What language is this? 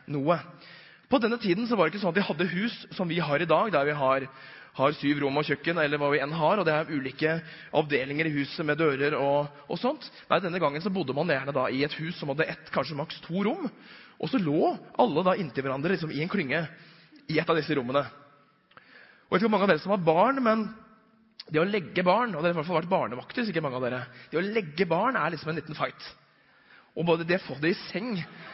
Norwegian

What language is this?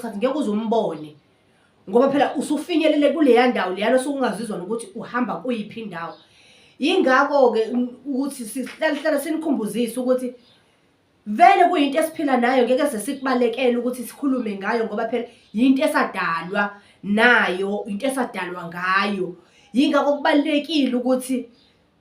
Zulu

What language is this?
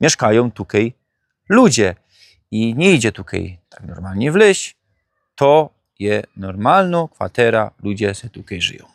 Silesian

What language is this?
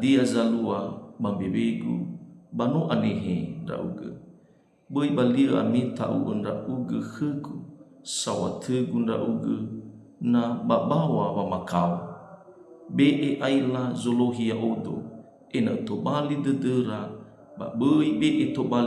Nias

